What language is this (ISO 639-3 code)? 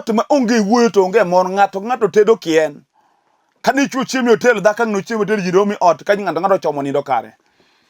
luo